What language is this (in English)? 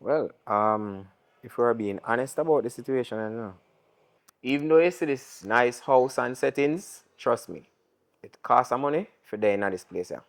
Jamaican Creole English